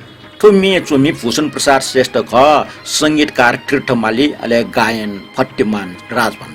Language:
Newari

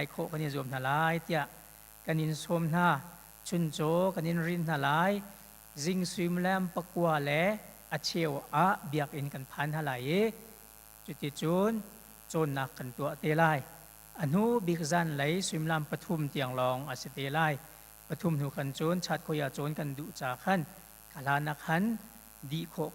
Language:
Hakha Chin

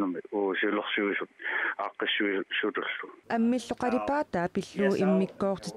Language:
Kalaallisut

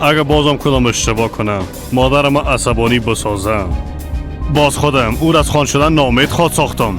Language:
Persian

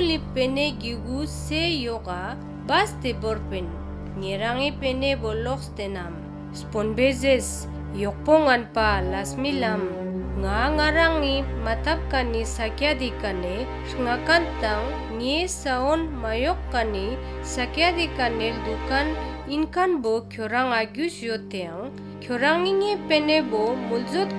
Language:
Ladakhi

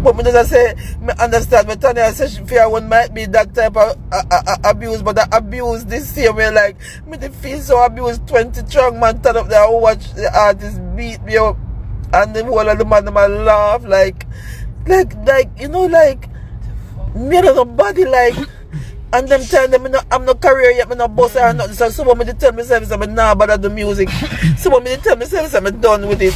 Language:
Jamaican Creole English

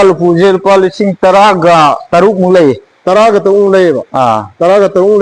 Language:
Manipuri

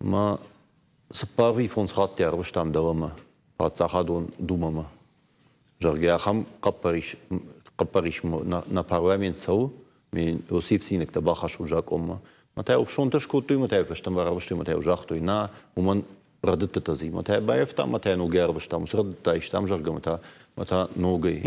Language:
Ossetic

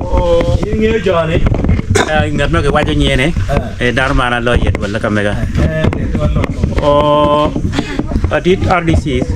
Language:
Acoli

